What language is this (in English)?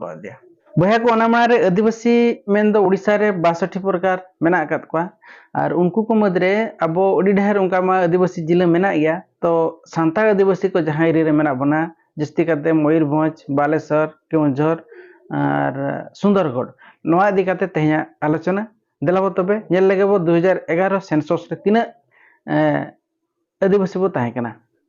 Santali